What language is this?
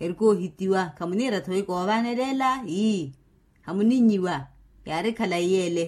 Makhuwa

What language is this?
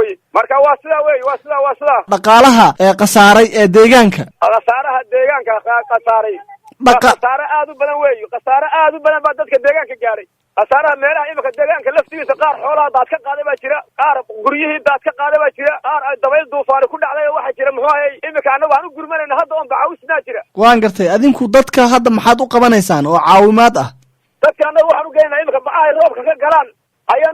Somali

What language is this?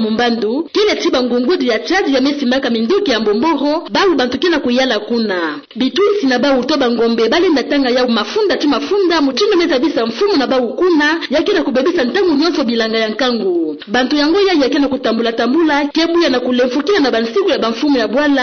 Kituba (Democratic Republic of Congo)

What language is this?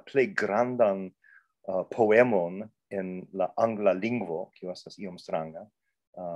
Esperanto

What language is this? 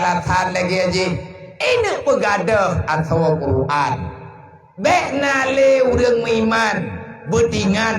Achinese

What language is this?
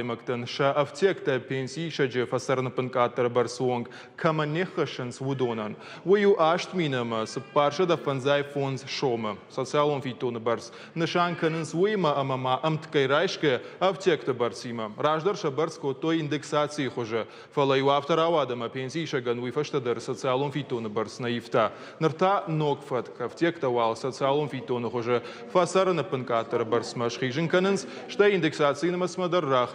Ossetic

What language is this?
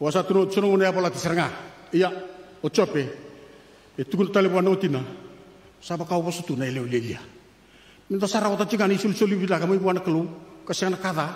Fijian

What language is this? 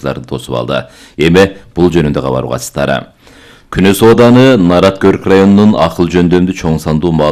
Kyrgyz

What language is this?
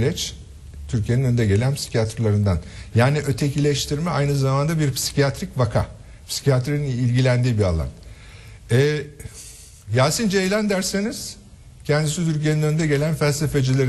Turkish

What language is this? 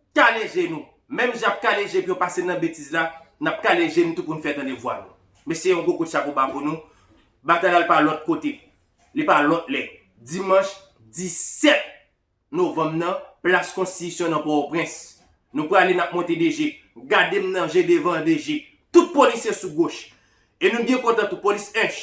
Haitian Creole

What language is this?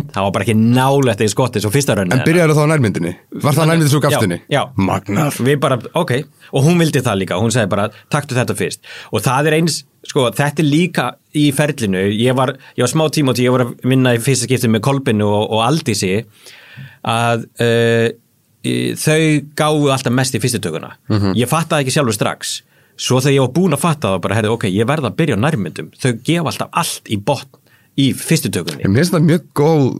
Icelandic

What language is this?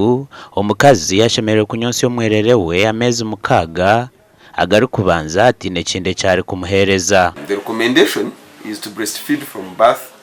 Nyankole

